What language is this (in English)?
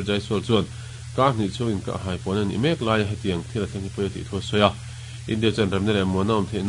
Mizo